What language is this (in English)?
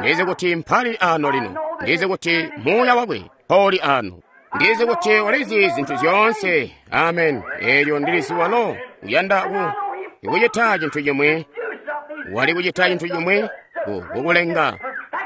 Tonga (Zambia)